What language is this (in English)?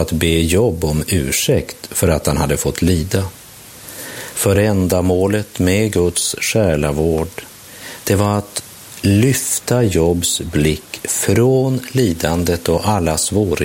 Swedish